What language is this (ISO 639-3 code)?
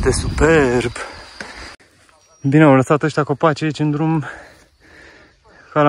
ron